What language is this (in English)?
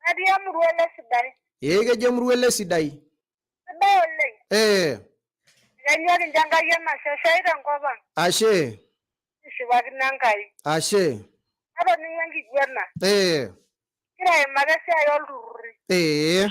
Masai